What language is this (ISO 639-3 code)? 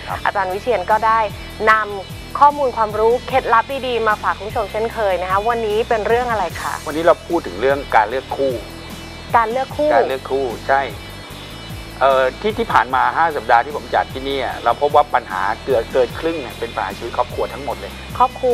tha